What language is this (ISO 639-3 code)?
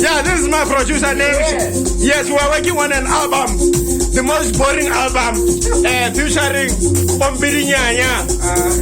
tsn